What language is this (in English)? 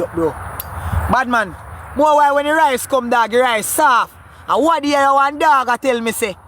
Jamaican Creole English